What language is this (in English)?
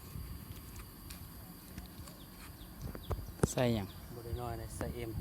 Lao